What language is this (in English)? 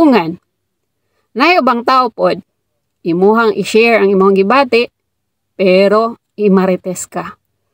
Cebuano